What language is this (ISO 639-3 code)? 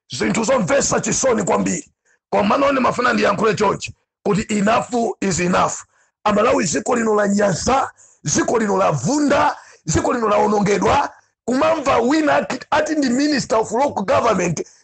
nya